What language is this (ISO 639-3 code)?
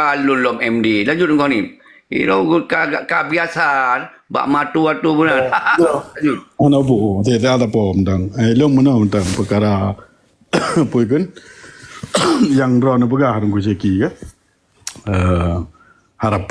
ace